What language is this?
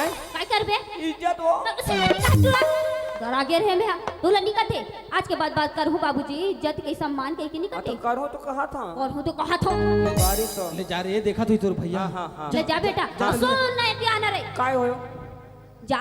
Chhattisgarhi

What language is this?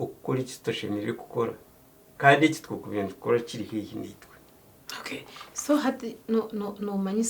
Nyankole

